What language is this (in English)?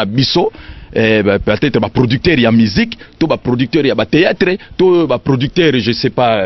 Lingala